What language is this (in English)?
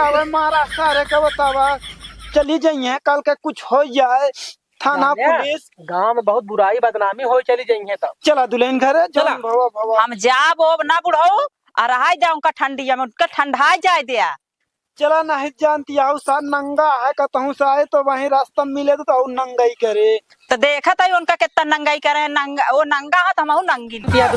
Awadhi